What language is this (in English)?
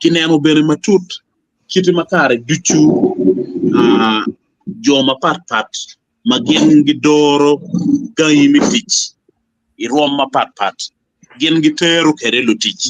Acoli